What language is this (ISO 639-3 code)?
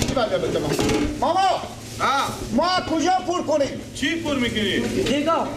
fas